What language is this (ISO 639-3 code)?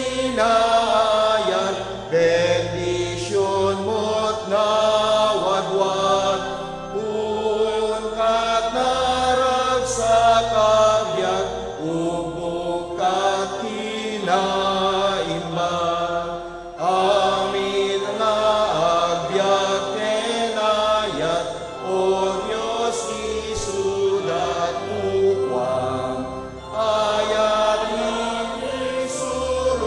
ilo